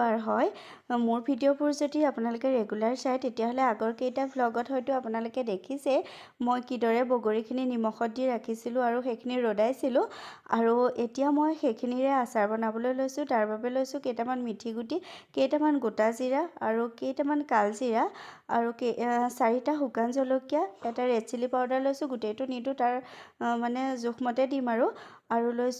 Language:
Assamese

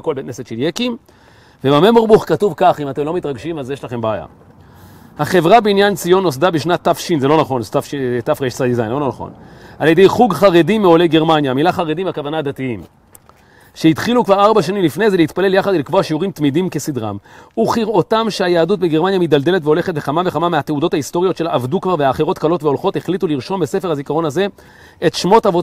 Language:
Hebrew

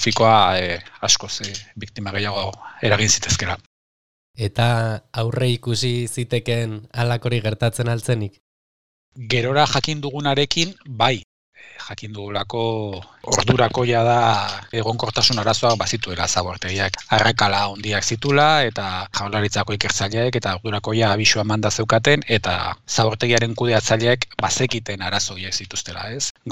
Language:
Basque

